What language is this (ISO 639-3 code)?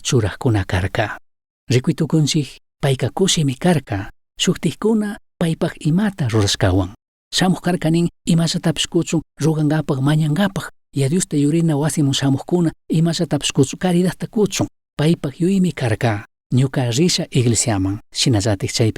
qug